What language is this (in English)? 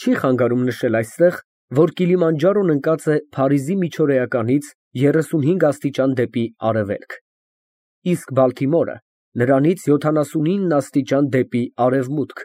Armenian